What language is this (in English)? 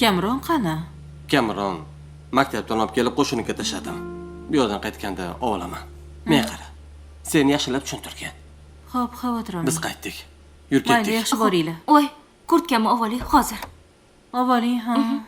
Uzbek